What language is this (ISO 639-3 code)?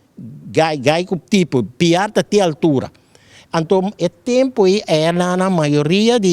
pap